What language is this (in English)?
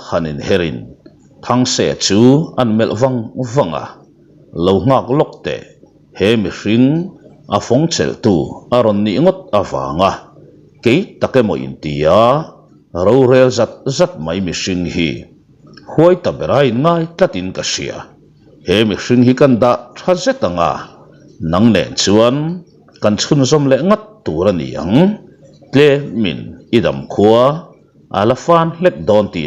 Mizo